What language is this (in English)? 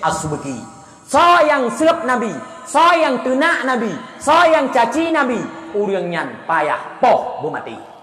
Achinese